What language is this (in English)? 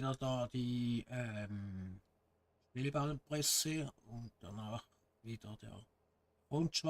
Swiss German